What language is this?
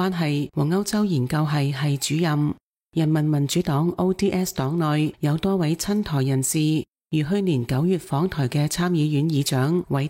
Cantonese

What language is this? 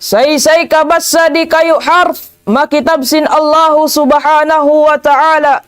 Tausug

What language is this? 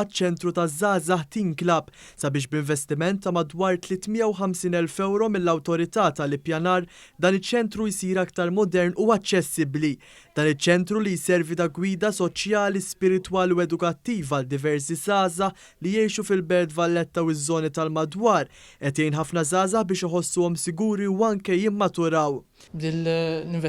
Maltese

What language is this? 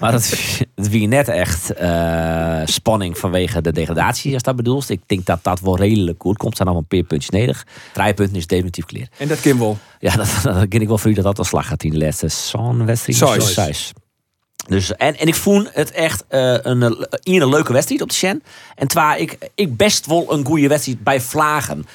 Western Frisian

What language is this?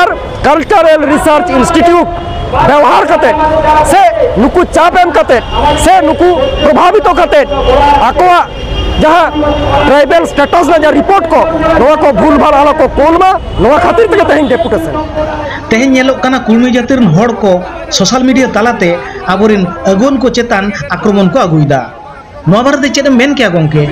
Santali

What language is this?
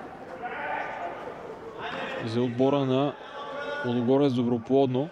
Bulgarian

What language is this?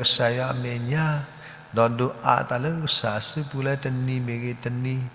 S'gaw Karen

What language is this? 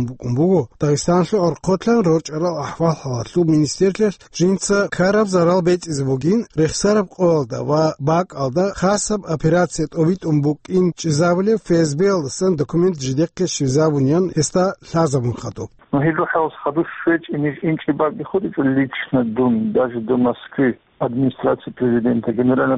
Avaric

